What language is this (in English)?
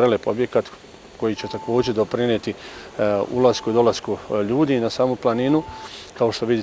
Bosnian